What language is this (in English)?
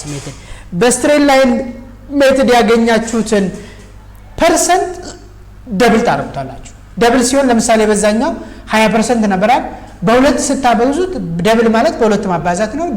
Amharic